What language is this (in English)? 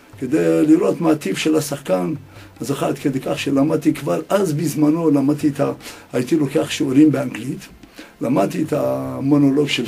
Hebrew